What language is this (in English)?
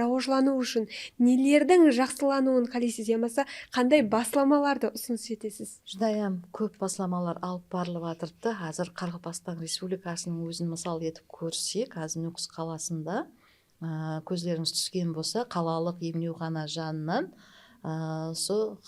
Kara-Kalpak